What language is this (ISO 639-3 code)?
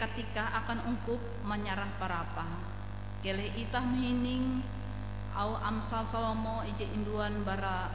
nij